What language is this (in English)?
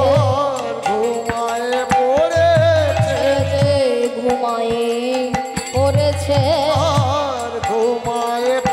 Bangla